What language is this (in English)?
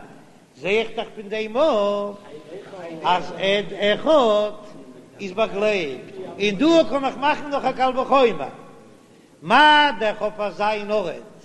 Yiddish